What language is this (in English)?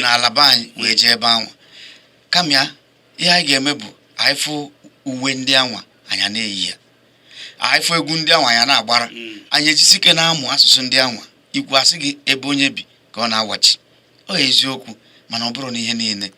Igbo